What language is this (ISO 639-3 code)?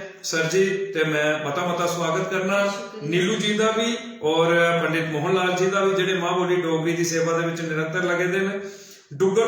doi